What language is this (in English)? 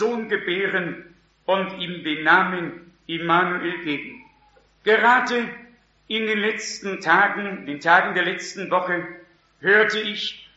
German